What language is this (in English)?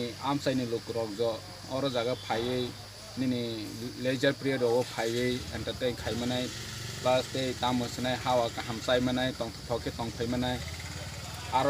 Kok Borok